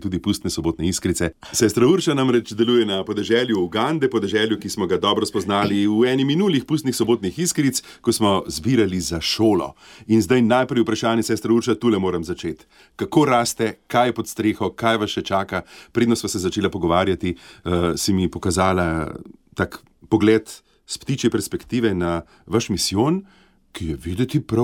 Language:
Slovenian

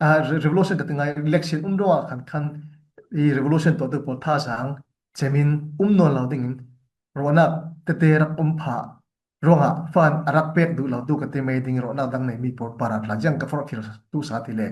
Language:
Falam Chin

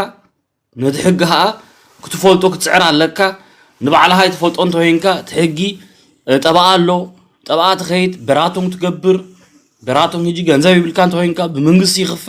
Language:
Tigrinya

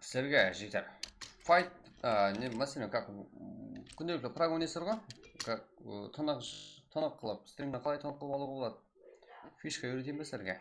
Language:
Kara-Kalpak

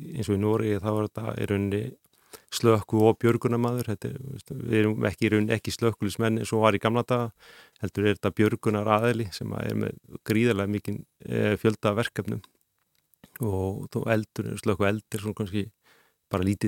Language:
Icelandic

